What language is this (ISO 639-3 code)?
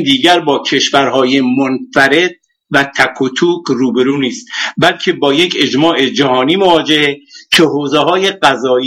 fas